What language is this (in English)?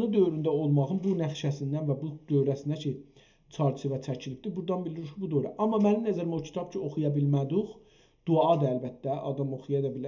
South Azerbaijani